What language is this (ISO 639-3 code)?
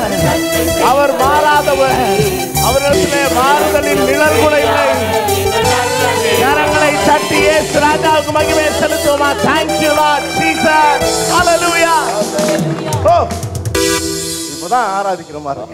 tam